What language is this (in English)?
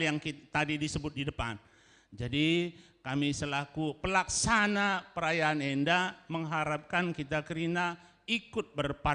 Batak Karo